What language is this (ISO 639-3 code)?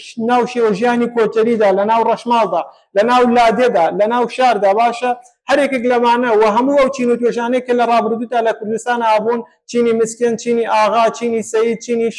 ckb